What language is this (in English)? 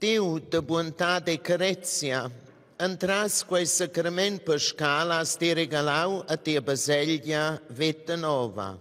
Romansh